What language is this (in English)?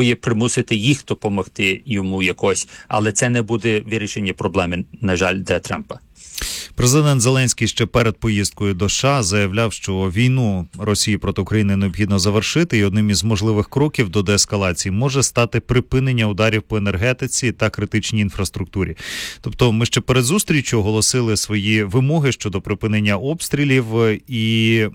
Ukrainian